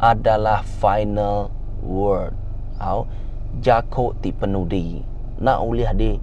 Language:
Iban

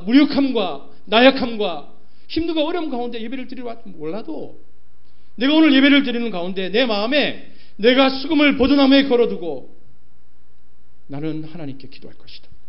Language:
Korean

